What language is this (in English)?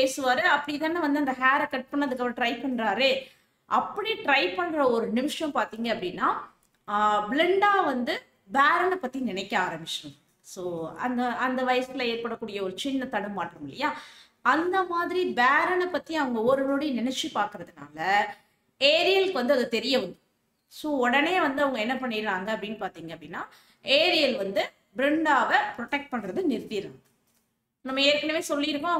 Tamil